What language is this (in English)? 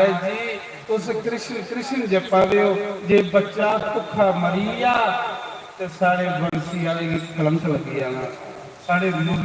Dogri